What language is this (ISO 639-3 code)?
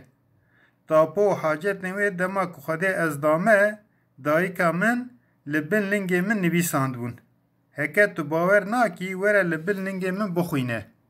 kur